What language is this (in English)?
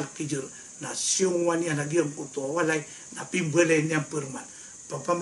Maranao